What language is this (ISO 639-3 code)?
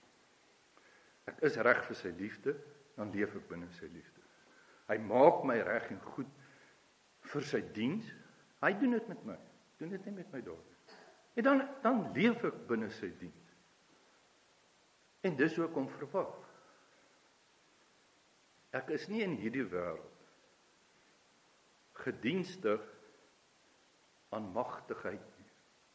afr